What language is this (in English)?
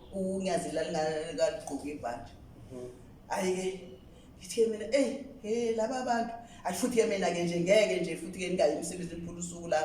Zulu